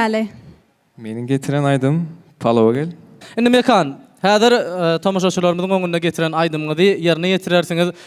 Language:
Turkmen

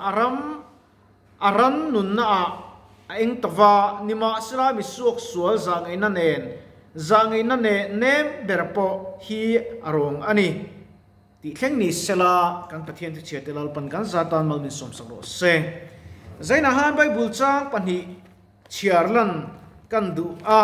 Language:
Mizo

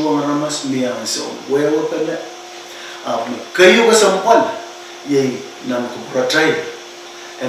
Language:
Pohnpeian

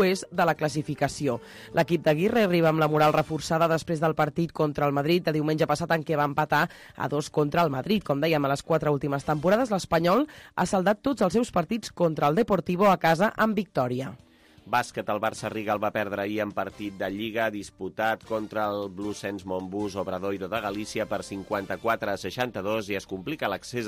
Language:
Catalan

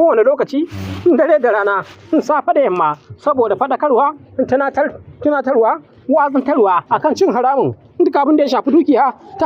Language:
Hausa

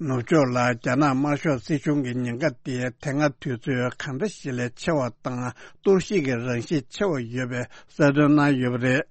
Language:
Tibetan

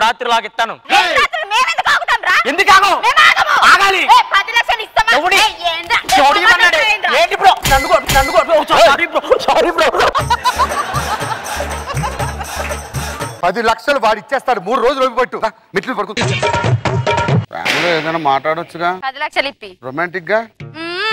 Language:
Telugu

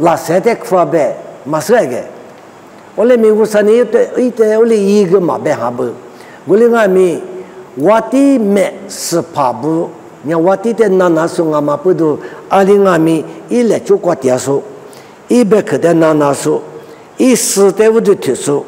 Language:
Lisu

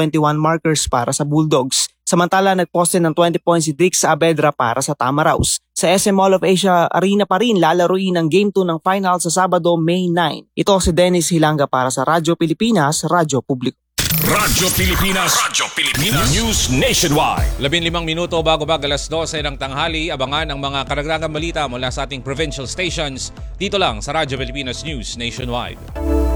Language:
Filipino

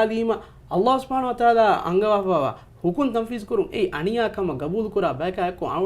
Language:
Divehi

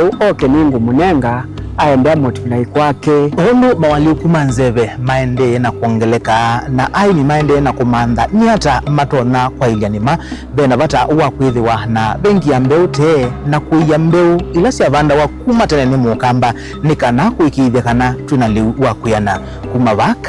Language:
Kamba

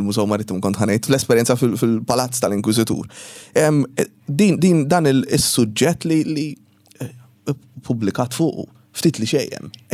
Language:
Maltese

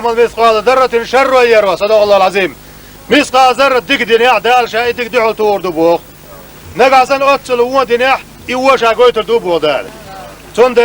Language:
Chechen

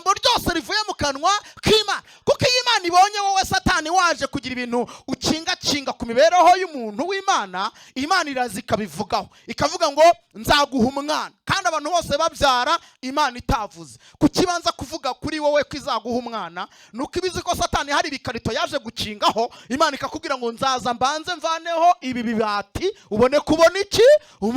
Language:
Kinyarwanda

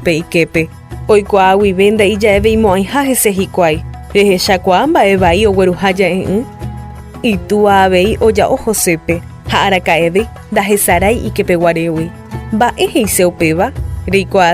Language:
Guarani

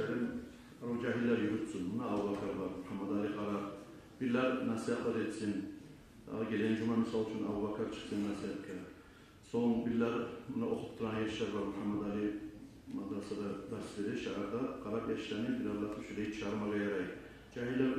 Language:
Kumyk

